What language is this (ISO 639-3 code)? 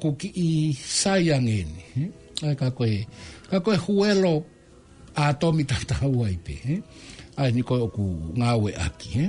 ton